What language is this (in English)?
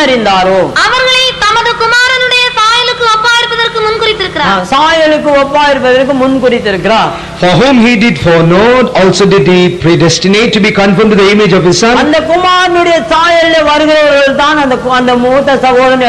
Tamil